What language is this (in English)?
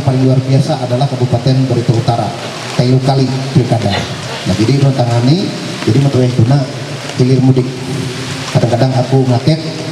Ma'anyan